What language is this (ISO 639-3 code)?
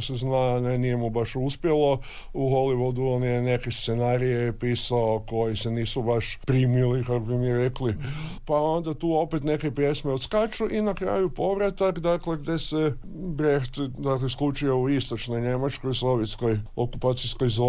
hrv